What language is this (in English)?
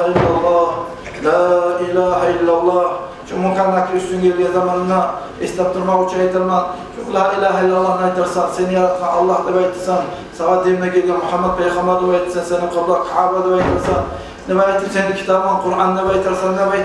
Kumyk